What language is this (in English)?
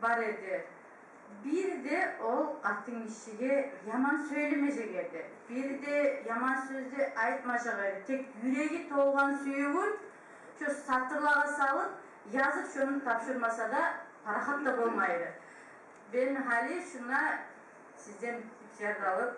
Kumyk